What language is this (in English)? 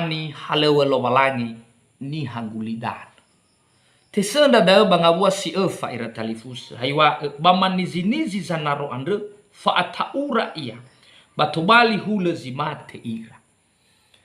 Nias